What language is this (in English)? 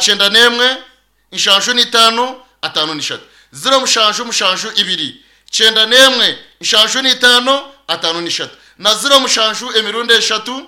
Nyankole